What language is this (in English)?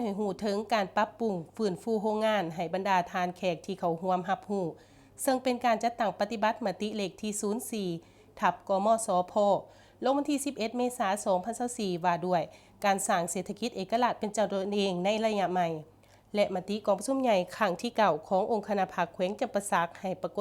Lao